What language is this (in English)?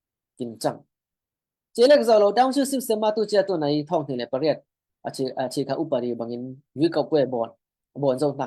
Falam Chin